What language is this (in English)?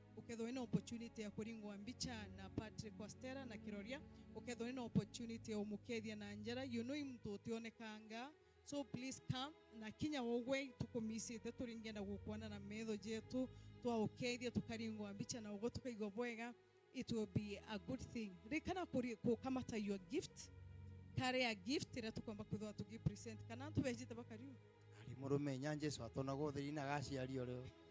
Meru